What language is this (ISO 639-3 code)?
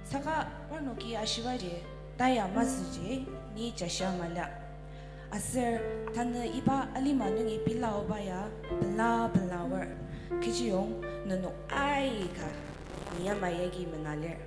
njo